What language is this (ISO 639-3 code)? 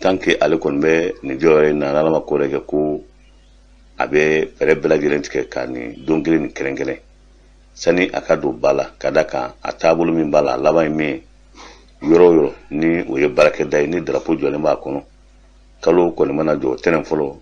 bam